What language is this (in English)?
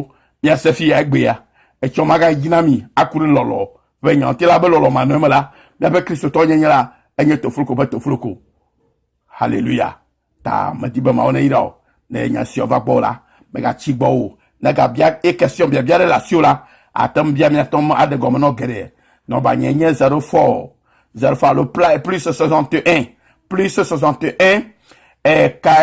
Ewe